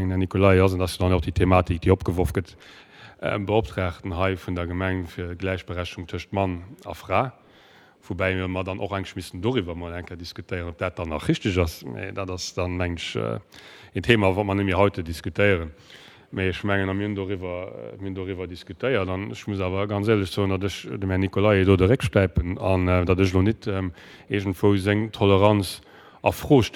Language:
Luxembourgish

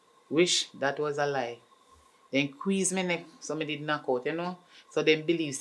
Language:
Jamaican Creole English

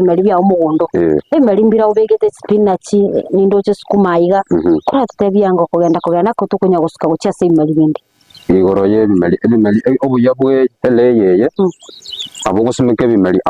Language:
Gusii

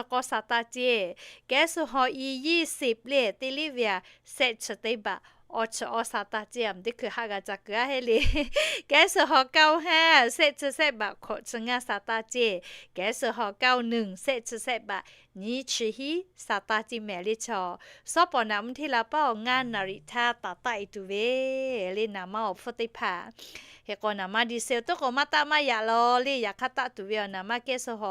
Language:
Lahu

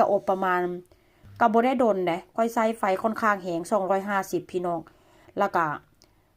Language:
Northeastern Thai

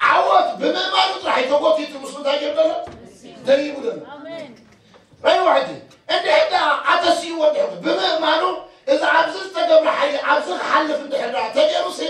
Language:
Tigrinya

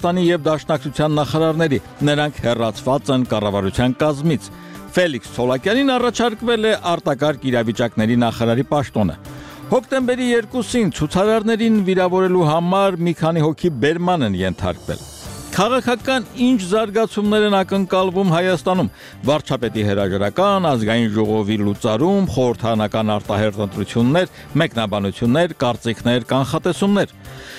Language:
Armenian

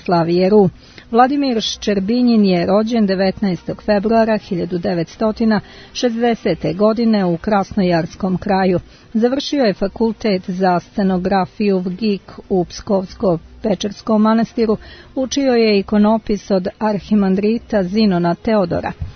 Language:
Serbian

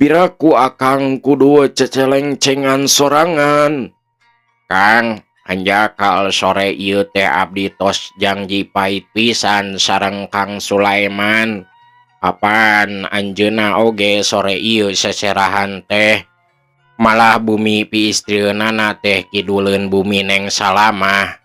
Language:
Sundanese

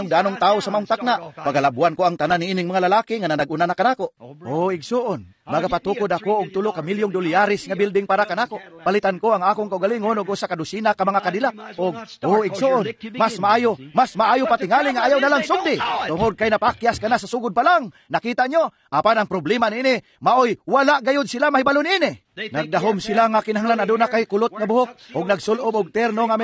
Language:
Cebuano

